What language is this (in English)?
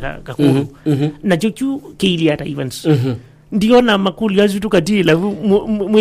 Kamba